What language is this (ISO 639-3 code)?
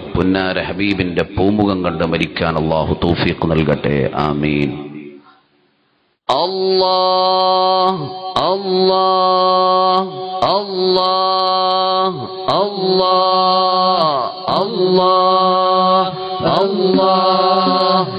mal